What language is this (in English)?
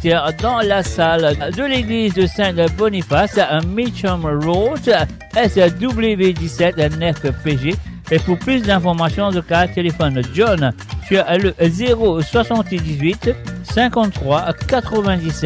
Morisyen